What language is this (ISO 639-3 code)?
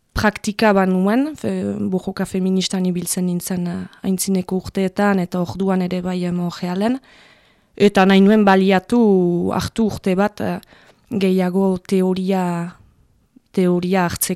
eus